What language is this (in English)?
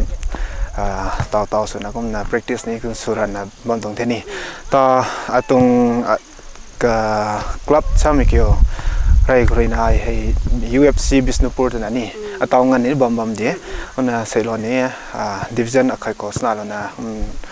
Rongmei Naga